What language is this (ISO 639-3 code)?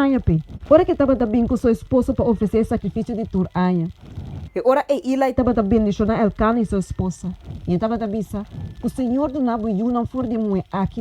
pap